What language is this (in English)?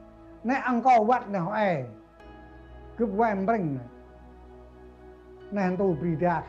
Central Mnong